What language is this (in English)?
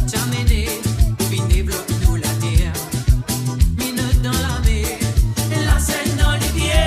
Morisyen